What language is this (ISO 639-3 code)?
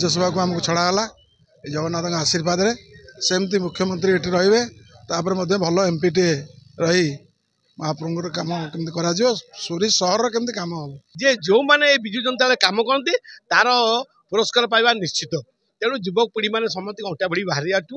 ori